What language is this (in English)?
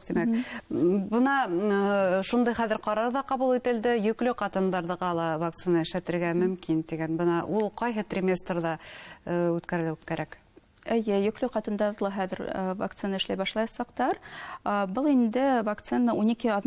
Bashkir